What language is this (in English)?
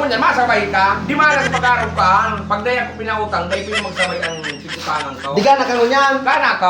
Bikol